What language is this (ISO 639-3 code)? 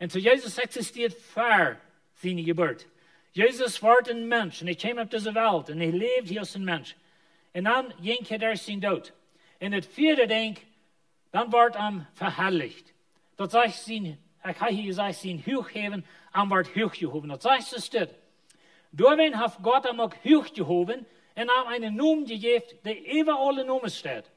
pdt